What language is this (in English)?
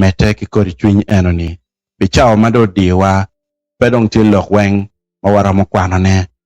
Acoli